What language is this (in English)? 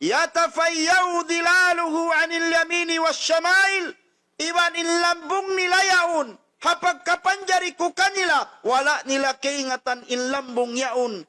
Tausug